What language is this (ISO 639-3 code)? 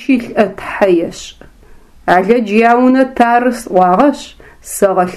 ady